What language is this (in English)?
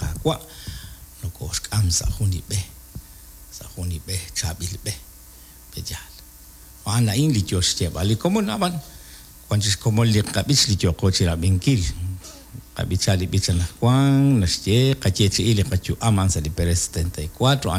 Kekchí